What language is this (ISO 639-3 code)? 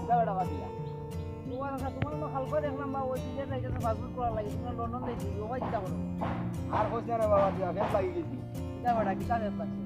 syl